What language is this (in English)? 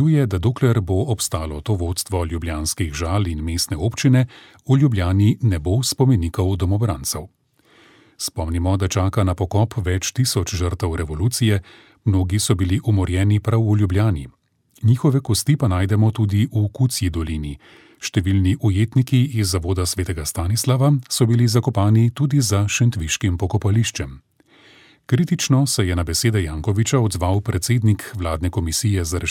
Slovenian